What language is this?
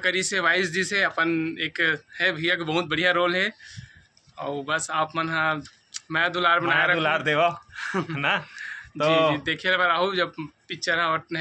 Chhattisgarhi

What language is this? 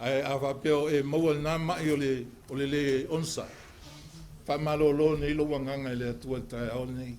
Samoan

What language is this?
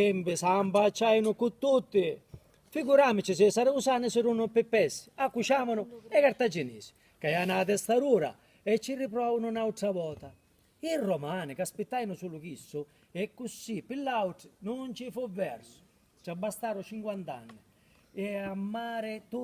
Sicilian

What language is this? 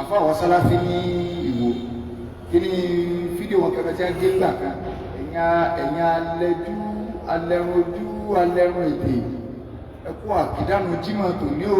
Yoruba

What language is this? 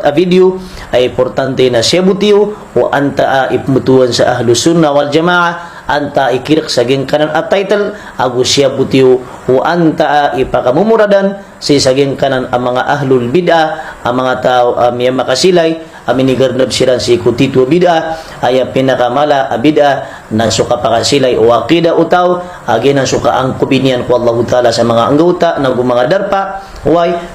Maranao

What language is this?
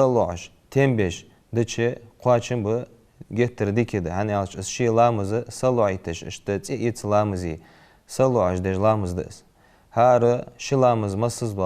Ingush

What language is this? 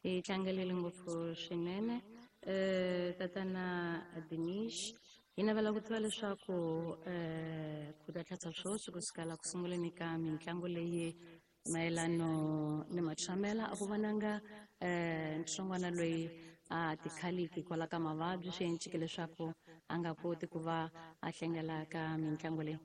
Tsonga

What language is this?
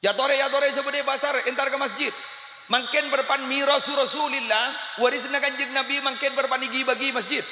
Madurese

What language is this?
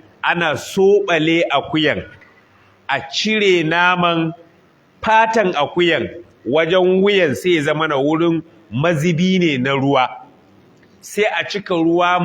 Hausa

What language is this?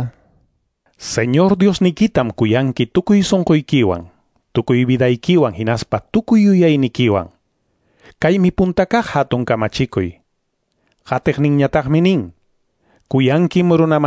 Quechua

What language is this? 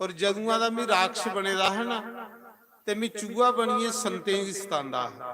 Dogri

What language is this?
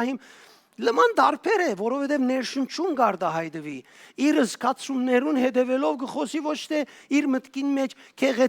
Western Armenian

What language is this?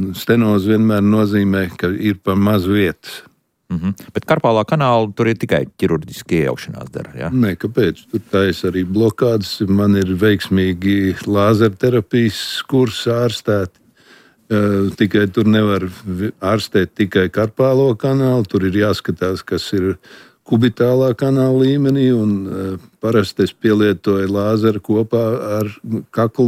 Latvian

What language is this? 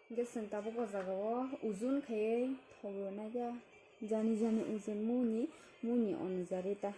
Kok Borok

